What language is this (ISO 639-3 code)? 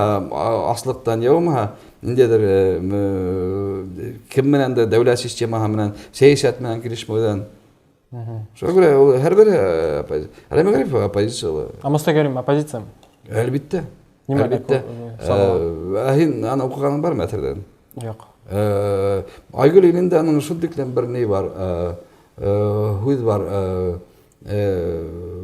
bak